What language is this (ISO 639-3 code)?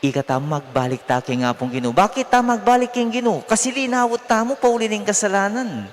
pam